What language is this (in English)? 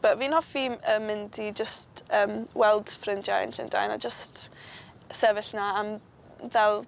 Welsh